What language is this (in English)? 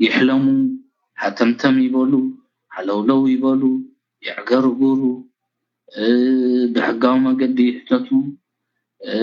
Tigrinya